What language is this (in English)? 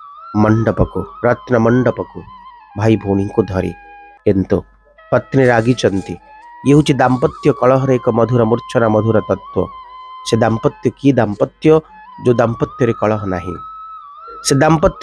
Odia